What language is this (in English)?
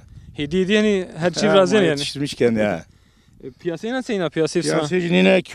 Zaza